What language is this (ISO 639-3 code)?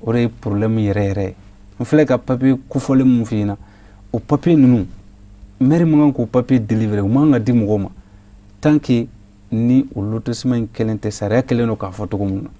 bam